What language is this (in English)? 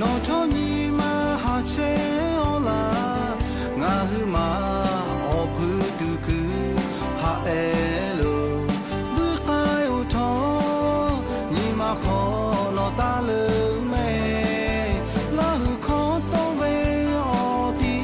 Lahu